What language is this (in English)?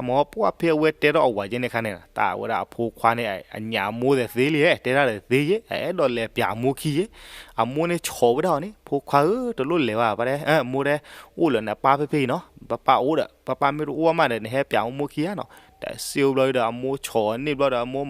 S'gaw Karen